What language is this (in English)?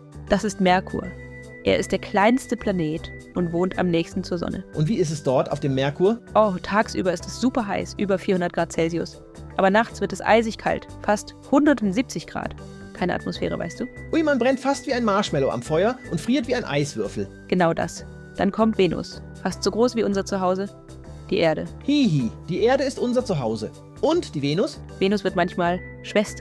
Swiss German